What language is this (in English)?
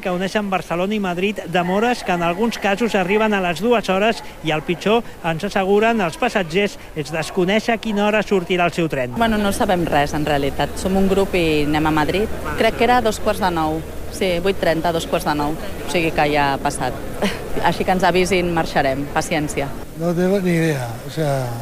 Catalan